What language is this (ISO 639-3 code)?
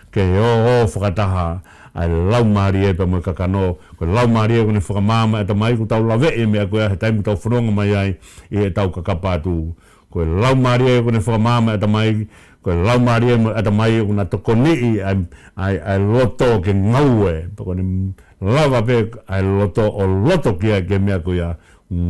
ton